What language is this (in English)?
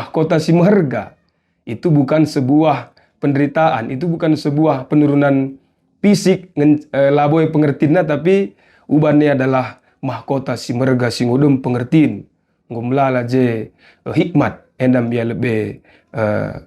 Batak Karo